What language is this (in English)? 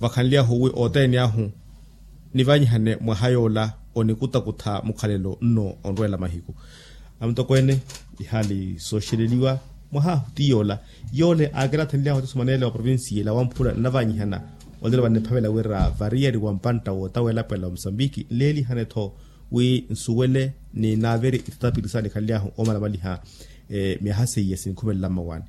Makhuwa